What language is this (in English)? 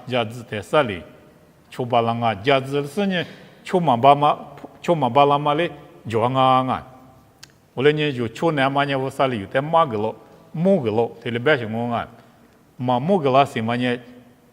Lisu